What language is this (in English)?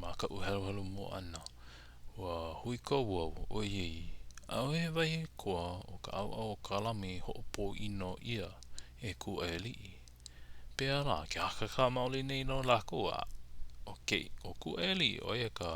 Hawaiian